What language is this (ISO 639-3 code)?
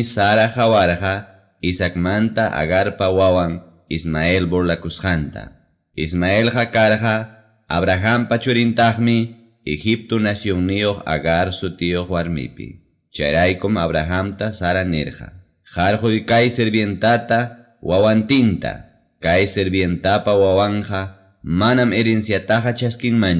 quy